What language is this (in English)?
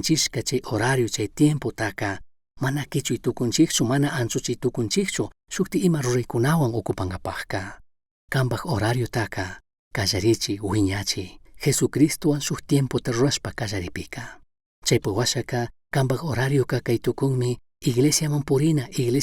Chimborazo Highland Quichua